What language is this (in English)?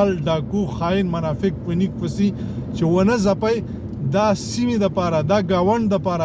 Pashto